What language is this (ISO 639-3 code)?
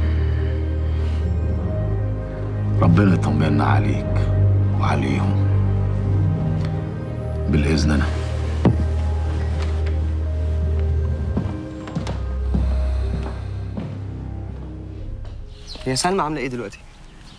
arz